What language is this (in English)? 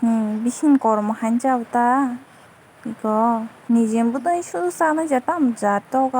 Kok Borok